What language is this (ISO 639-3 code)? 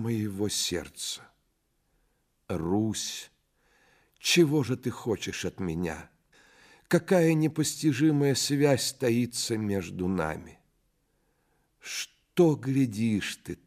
rus